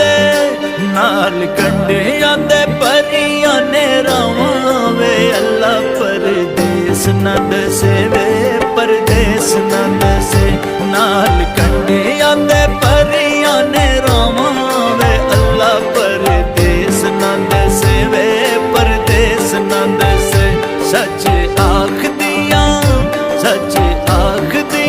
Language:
Pahari-Potwari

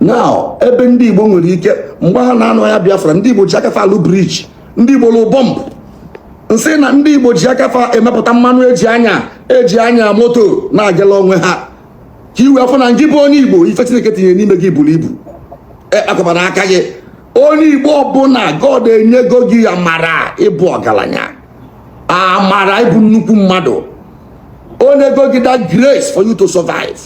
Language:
Igbo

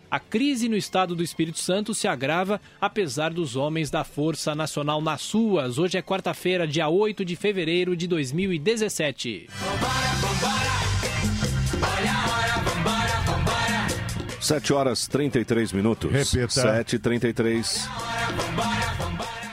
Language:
Portuguese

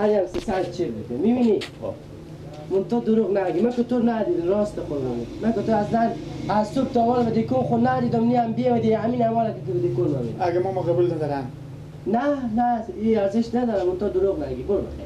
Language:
Persian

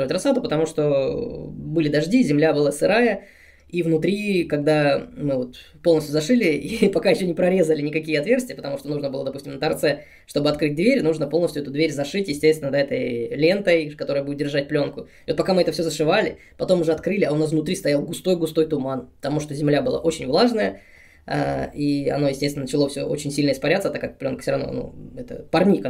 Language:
Russian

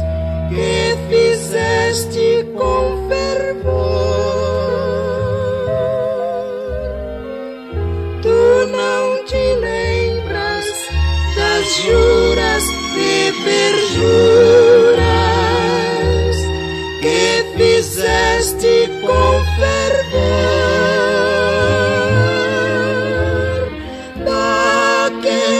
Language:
Portuguese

